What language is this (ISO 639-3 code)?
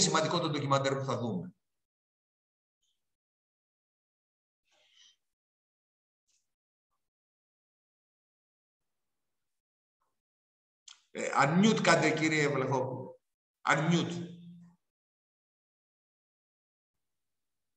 ell